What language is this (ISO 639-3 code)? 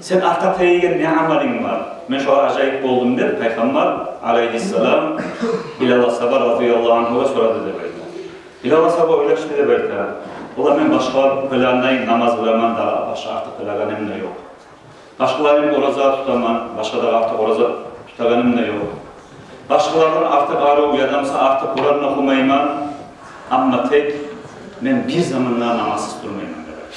kum